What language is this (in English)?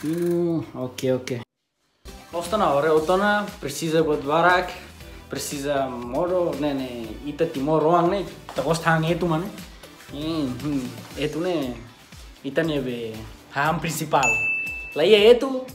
Tetum